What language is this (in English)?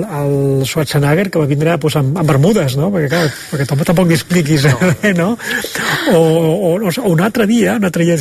Catalan